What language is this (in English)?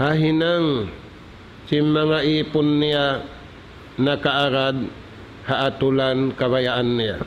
Tausug